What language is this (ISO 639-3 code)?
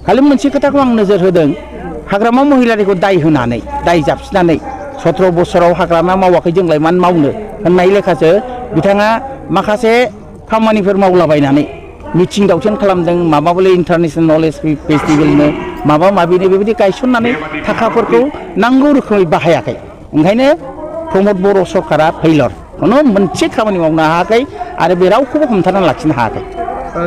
brx